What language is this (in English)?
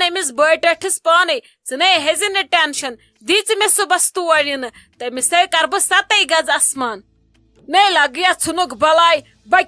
Kashmiri